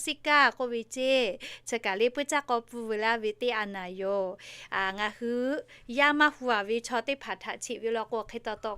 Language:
Lahu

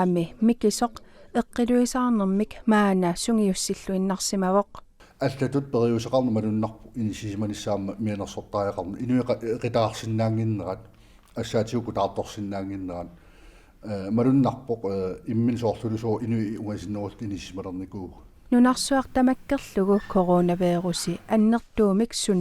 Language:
Kalaallisut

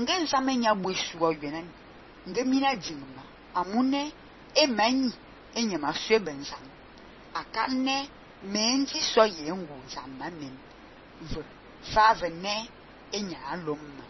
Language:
Fang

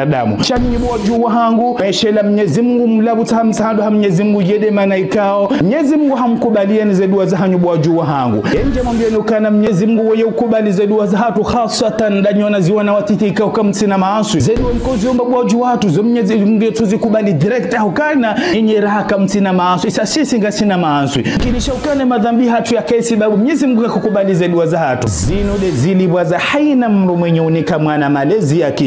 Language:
Ngazidja Comorian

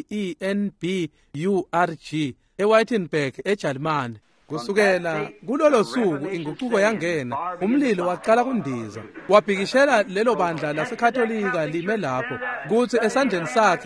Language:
Swati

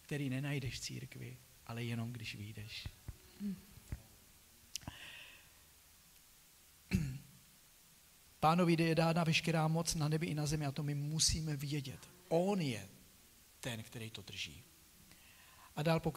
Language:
Czech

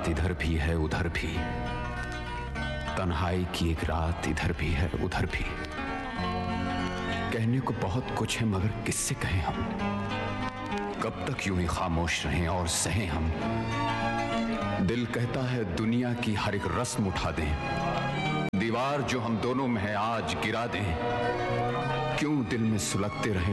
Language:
Hindi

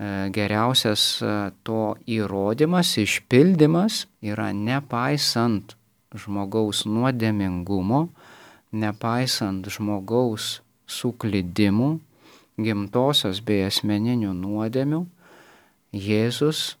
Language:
Lithuanian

